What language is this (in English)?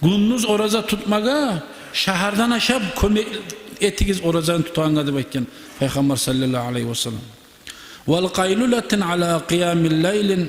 Kumyk